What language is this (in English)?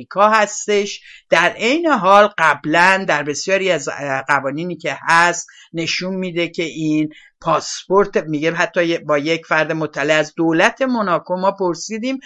Persian